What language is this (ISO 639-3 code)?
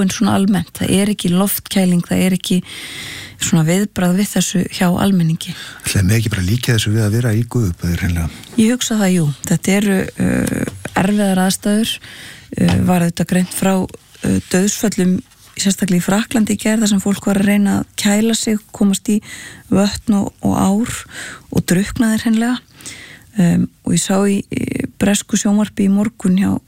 isl